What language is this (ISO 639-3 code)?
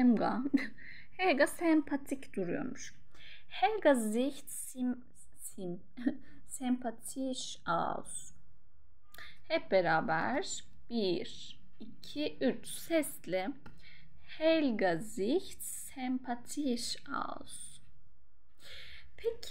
tur